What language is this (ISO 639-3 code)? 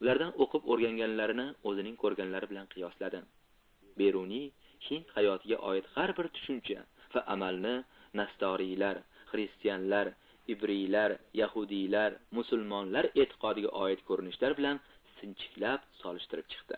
uzb